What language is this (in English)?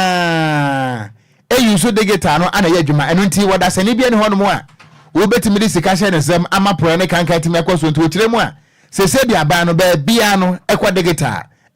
Akan